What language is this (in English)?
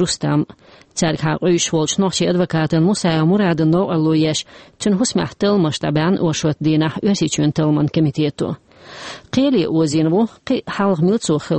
Chechen